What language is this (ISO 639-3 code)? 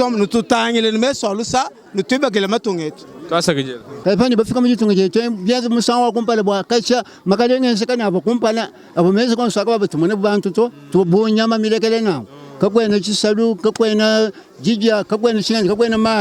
lua